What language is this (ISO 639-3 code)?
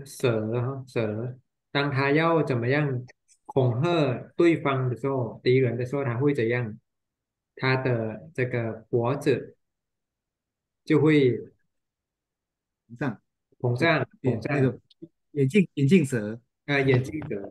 zho